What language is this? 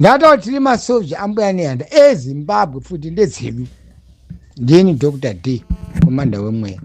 Shona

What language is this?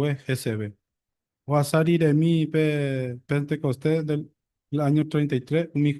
Guarani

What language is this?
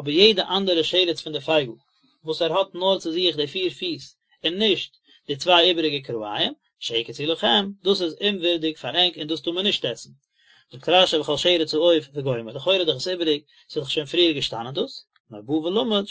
Yiddish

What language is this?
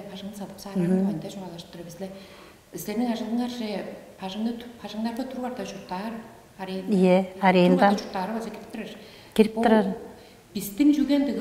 Tuvinian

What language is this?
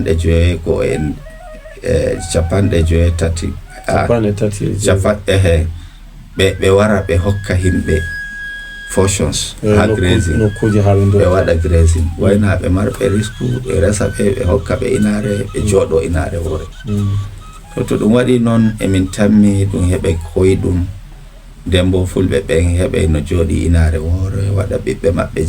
Fula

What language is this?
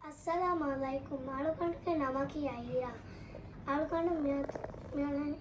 Divehi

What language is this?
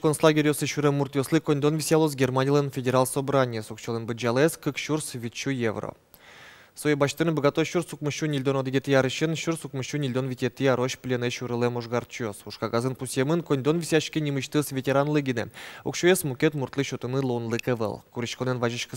Udmurt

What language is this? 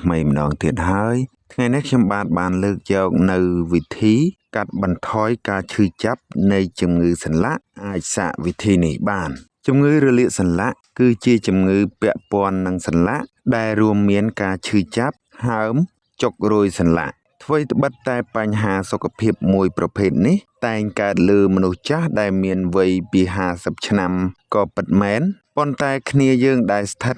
Khmer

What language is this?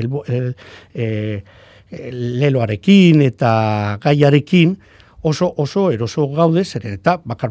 Basque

